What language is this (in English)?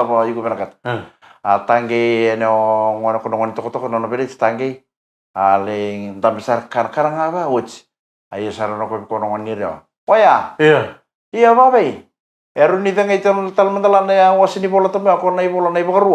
Fijian